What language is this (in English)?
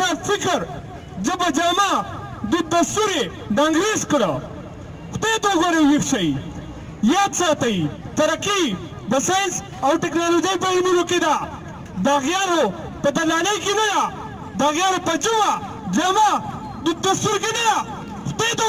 Pashto